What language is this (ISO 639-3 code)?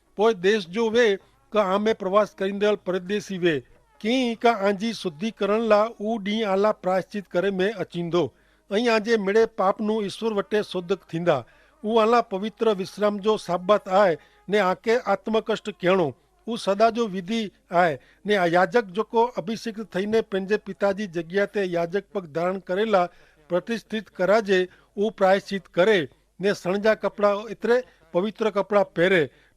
kfr